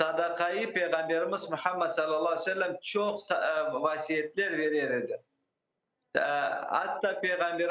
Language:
Crimean Tatar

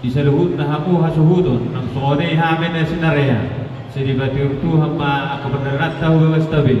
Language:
Batak Toba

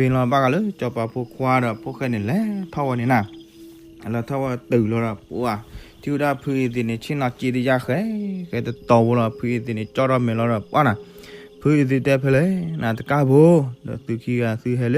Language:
S'gaw Karen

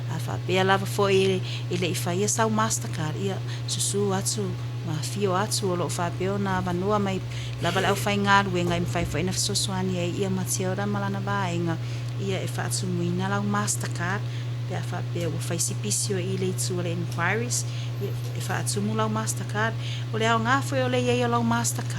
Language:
Samoan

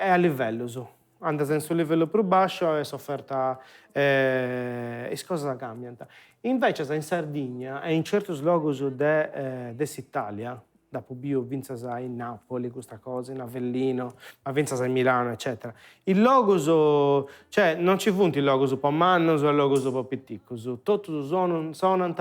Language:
Sardinian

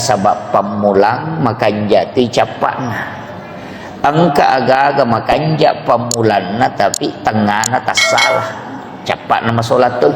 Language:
Buginese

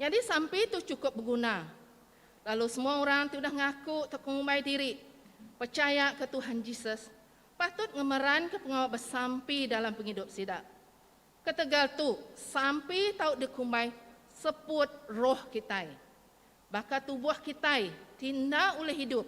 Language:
Iban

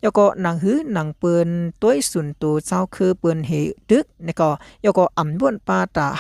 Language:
Shan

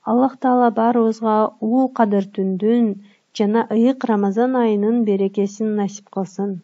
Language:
Kyrgyz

